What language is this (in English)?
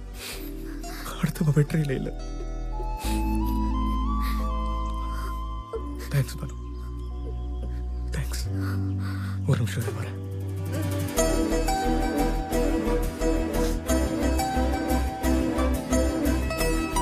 Tamil